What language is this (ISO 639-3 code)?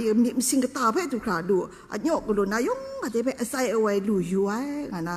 kac